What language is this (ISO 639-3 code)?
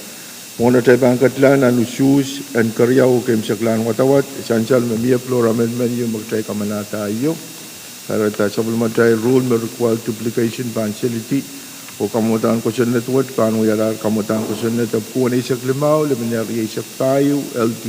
pon